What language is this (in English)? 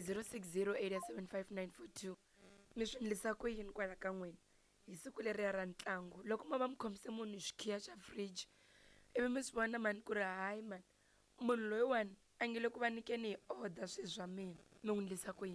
Tsonga